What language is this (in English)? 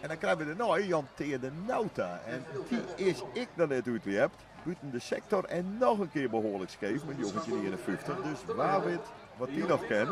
Western Frisian